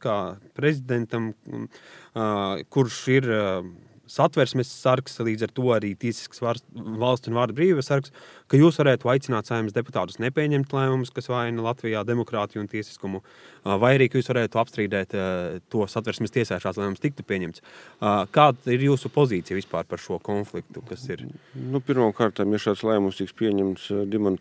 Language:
Latvian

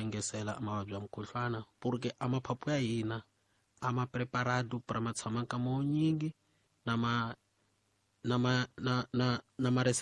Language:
Tsonga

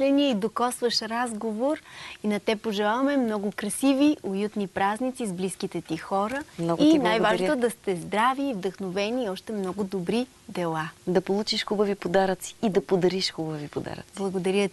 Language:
Bulgarian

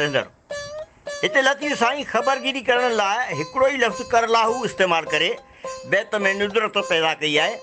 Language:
Sindhi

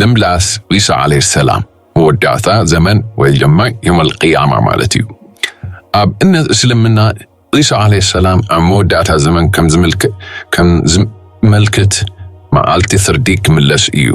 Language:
Tigrinya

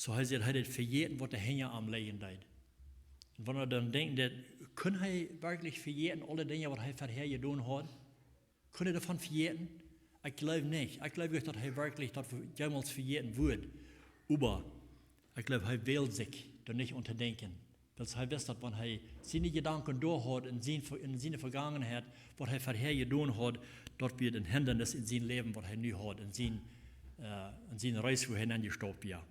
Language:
Plautdietsch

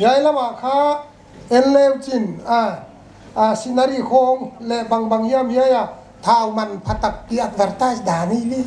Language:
Paite Chin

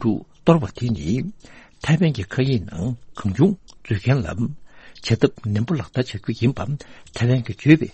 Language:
Tibetan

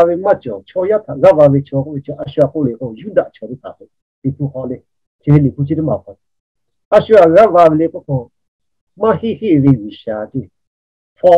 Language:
Lahu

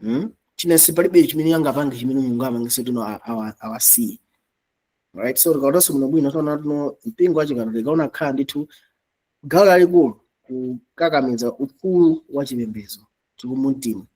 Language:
Nyanja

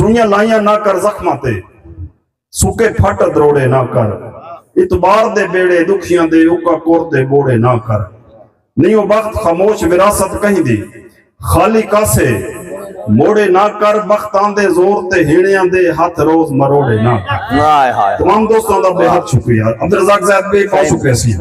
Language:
Saraiki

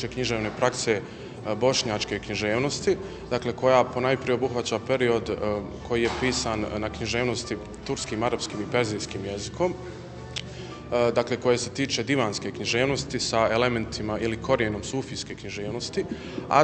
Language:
Bosnian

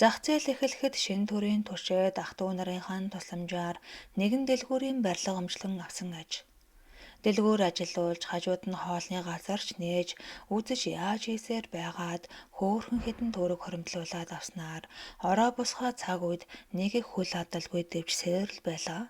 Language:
Mongolian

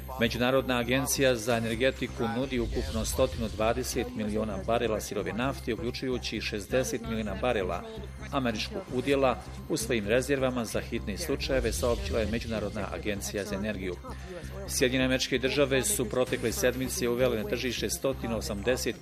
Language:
Bosnian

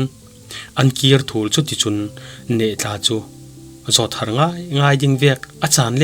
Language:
Falam Chin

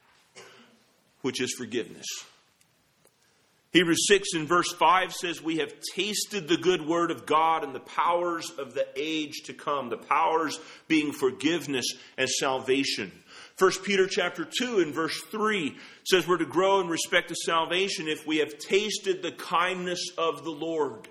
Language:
English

